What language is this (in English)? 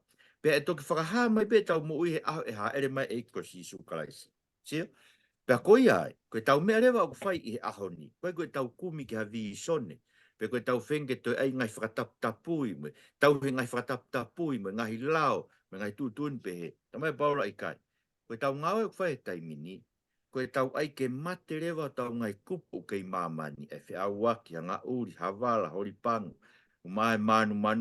Tongan